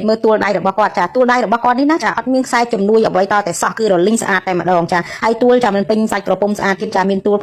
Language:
Khmer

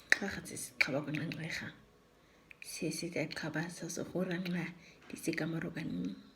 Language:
Nama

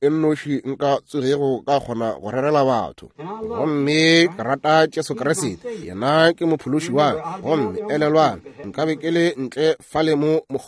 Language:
Northern Sotho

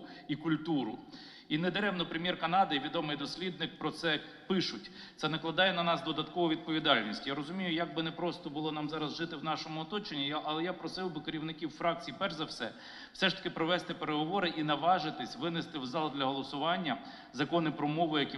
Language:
Ukrainian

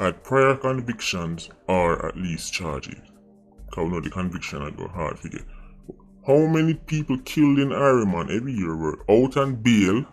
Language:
Jamaican Creole English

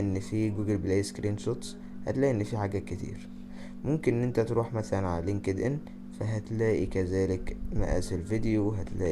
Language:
Egyptian Arabic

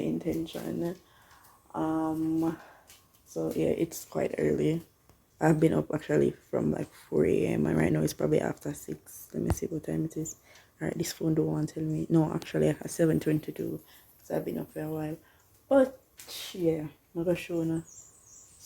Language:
Jamaican Creole English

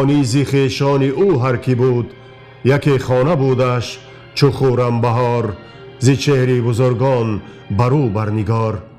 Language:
Tajik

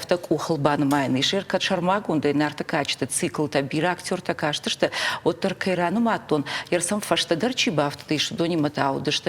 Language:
Ossetic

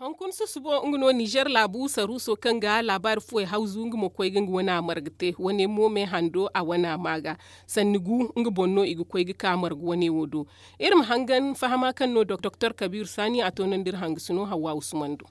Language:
Zarma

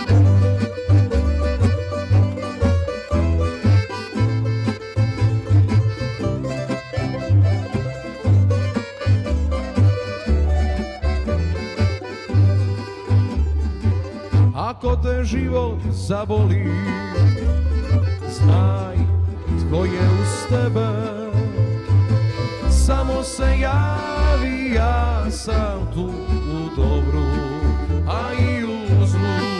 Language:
Croatian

